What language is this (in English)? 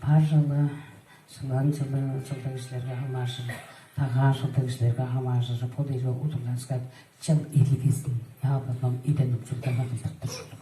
Tuvinian